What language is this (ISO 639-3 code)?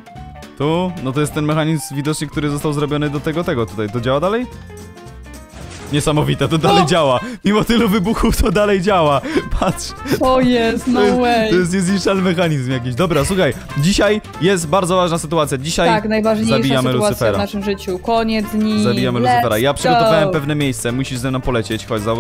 pol